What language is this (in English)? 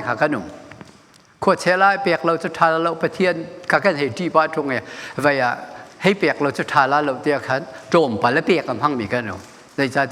Hakha Chin